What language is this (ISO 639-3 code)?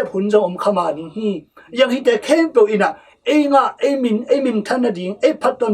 ctd